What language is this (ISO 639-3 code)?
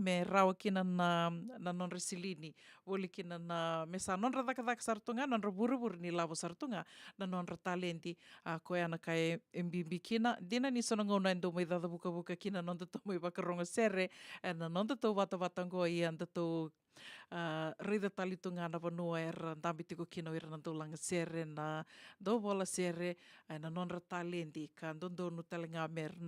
fij